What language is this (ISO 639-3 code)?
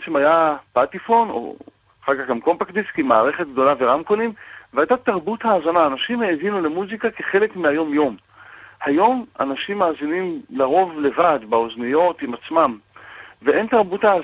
heb